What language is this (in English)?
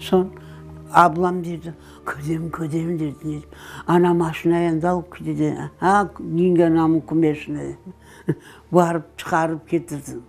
Crimean Tatar